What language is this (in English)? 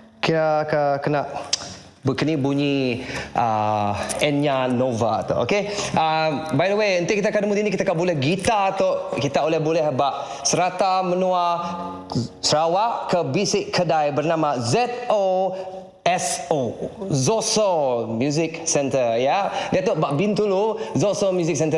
Iban